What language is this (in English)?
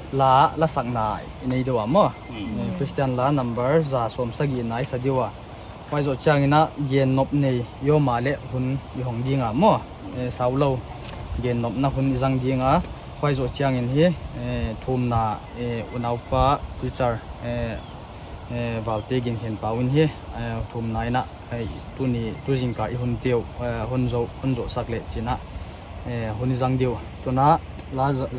Paite Chin